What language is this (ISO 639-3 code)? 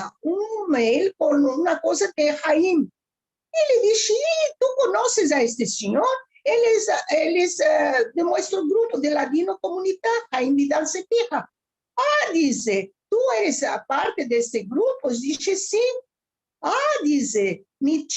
lad